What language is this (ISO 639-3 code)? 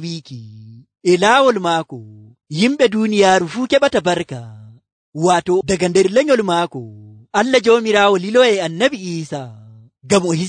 fuv